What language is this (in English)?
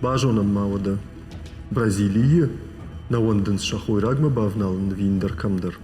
Ossetic